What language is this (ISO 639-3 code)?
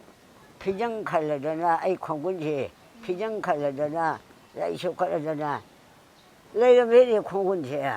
mni